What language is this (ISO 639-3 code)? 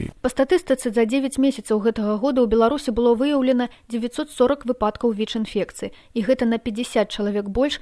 bel